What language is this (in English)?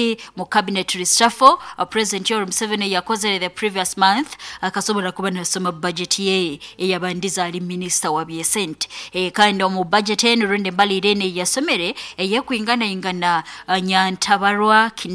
Nyoro